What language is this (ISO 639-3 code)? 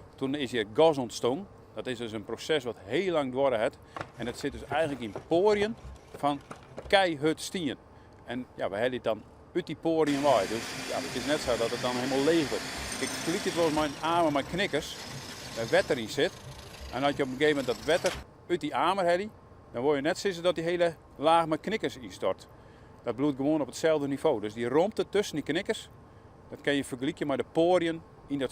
fry